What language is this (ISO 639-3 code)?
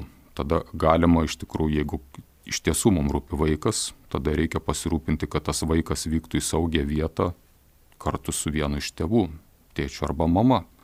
lit